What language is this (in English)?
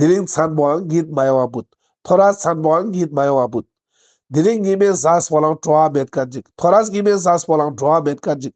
Ladakhi